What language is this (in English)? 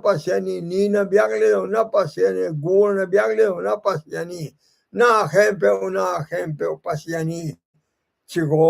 Tedim Chin